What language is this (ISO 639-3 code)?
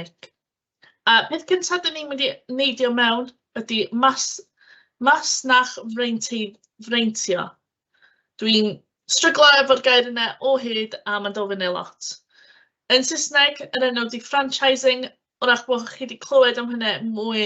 cym